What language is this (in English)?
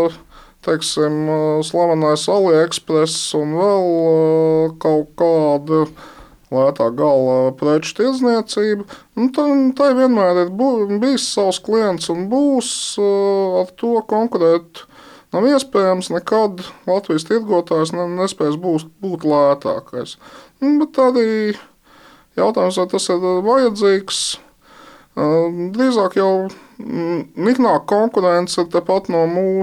Latvian